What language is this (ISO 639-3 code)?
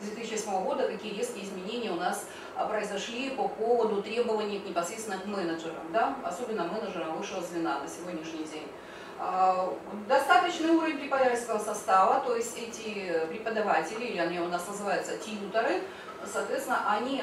rus